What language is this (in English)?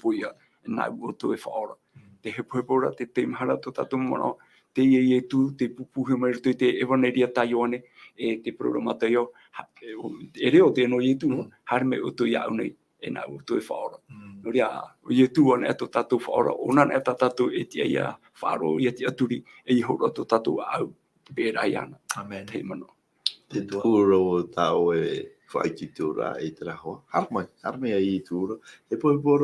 Tahitian